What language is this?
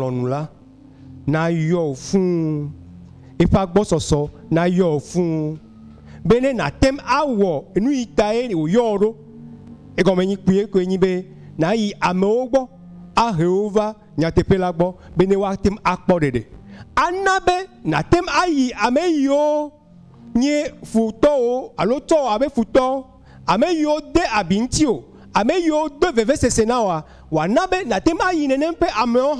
Ewe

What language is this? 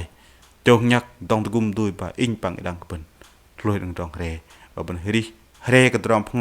Bahnar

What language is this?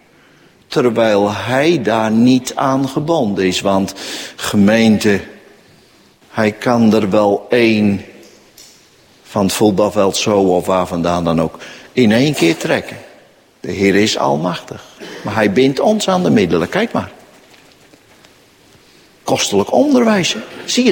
Dutch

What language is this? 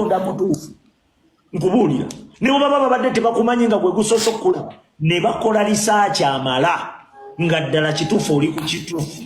Ganda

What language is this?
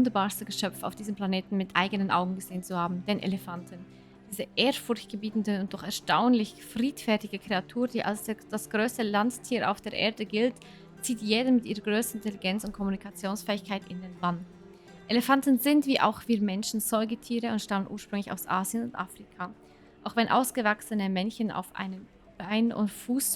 Swiss German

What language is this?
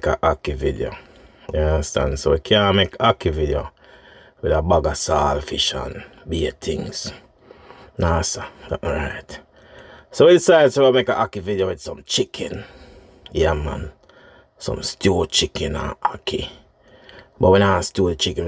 Jamaican Creole English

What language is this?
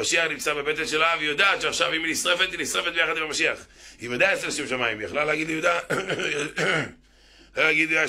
Hebrew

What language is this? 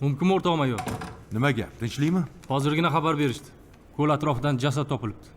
Uzbek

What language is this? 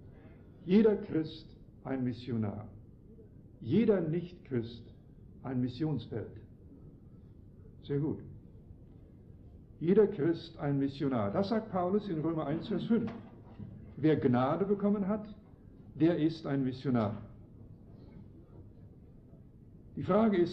German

